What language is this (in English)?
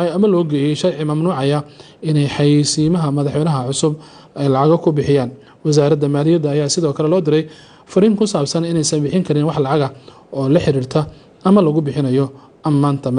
Somali